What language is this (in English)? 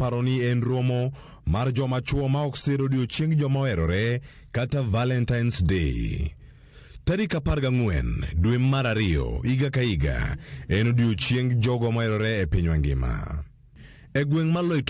Luo (Kenya and Tanzania)